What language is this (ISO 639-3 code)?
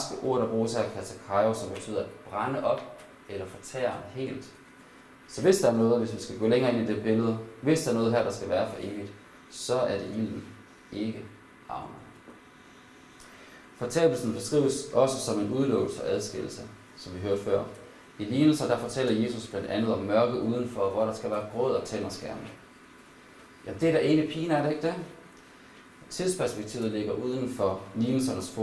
dan